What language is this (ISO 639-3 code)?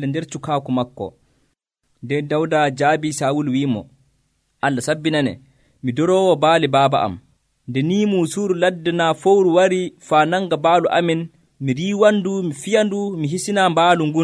fuv